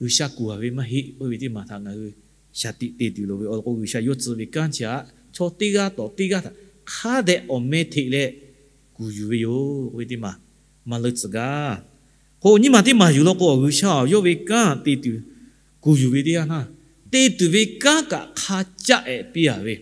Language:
Lahu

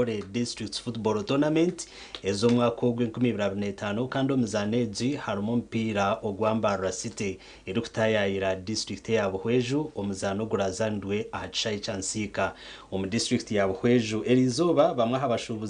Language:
Nyankole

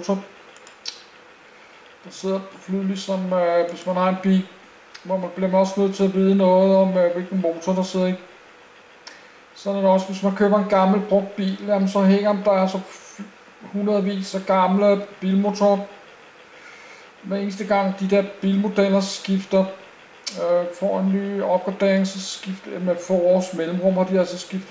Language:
Danish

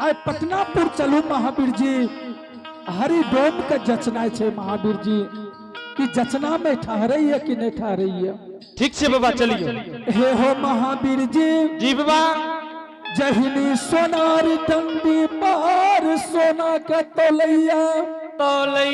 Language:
Angika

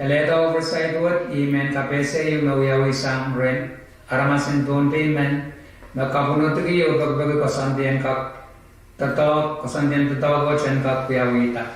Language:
Pohnpeian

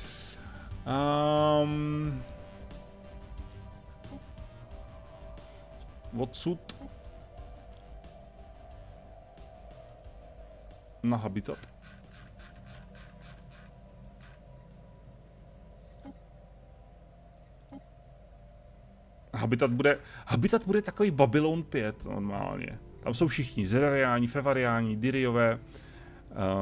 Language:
Czech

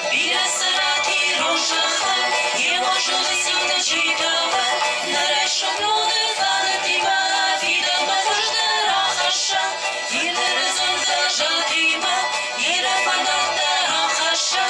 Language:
Ossetic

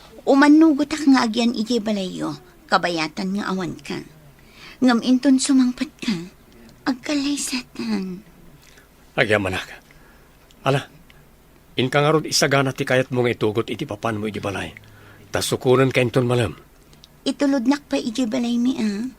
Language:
Iloko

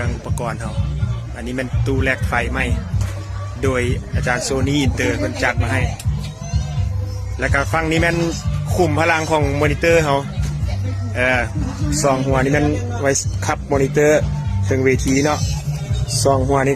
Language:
Lao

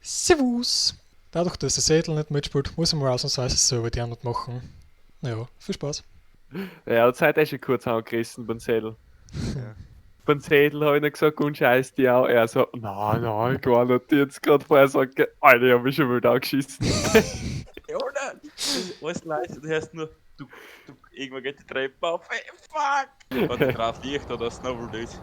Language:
Bavarian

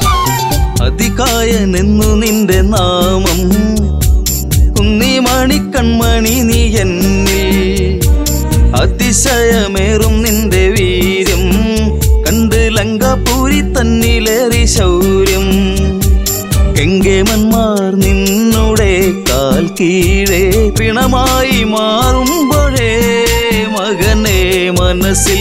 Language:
Malayalam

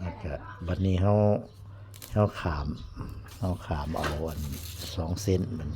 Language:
Northeastern Thai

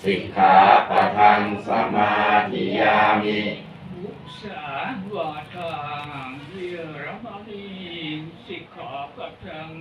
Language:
Pali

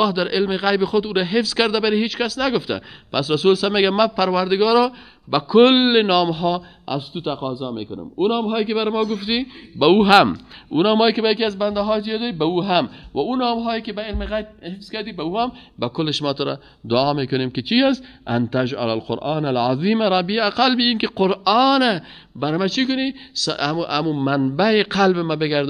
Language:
Persian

